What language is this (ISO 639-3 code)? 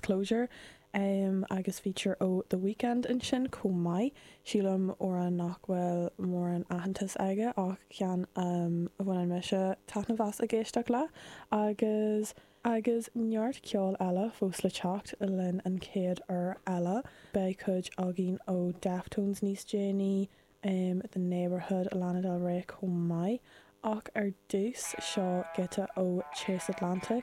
gle